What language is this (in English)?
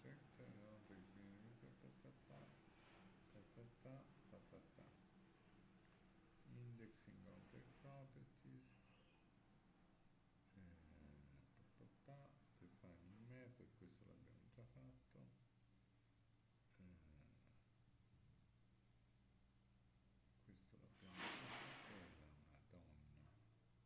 Italian